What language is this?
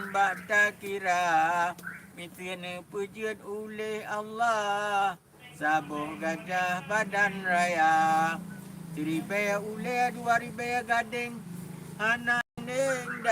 Achinese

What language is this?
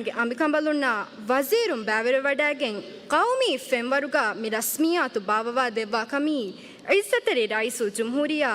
Divehi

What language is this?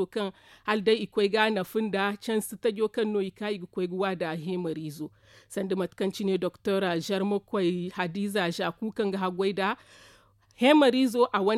Zarma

